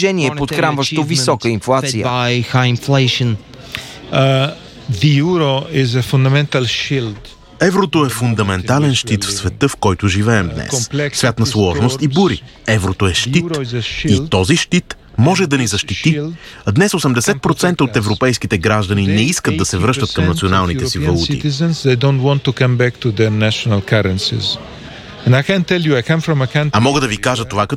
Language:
Bulgarian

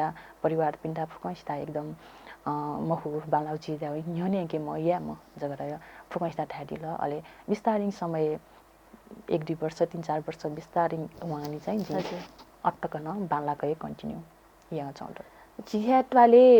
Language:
Newari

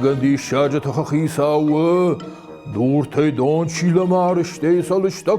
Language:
Ossetic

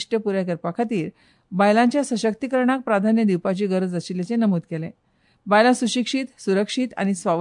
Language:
Konkani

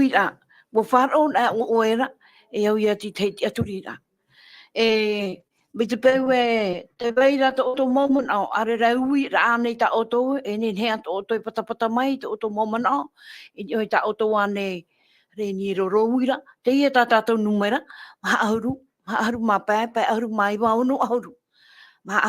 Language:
Tahitian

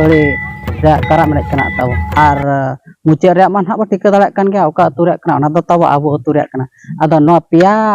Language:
Santali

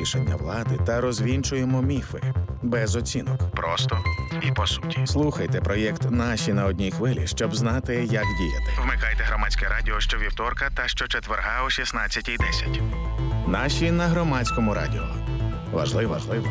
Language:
Ukrainian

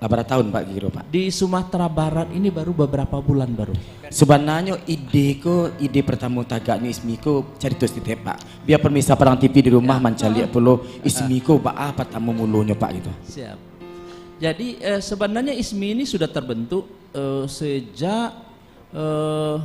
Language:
Minangkabau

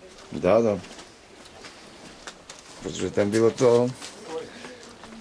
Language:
Czech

